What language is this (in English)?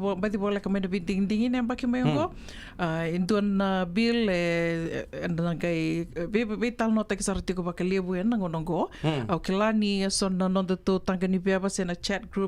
Fijian